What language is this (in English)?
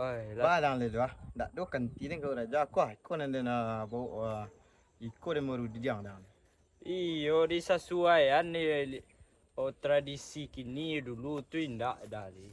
Minangkabau